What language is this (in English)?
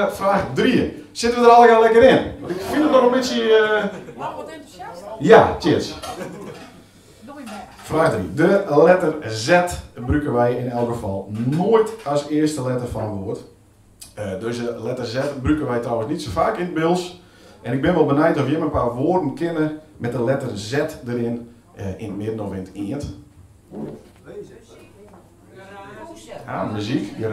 Dutch